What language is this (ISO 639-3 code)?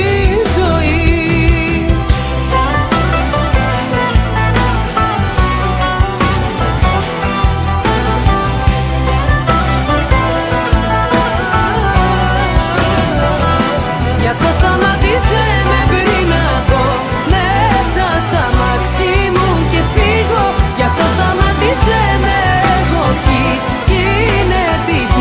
ell